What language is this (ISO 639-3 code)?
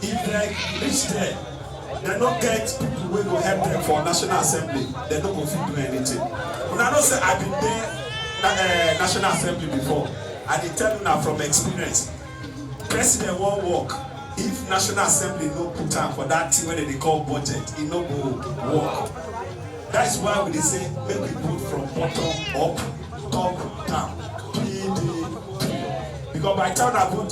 pcm